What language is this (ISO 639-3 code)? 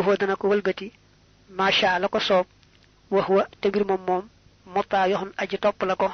wol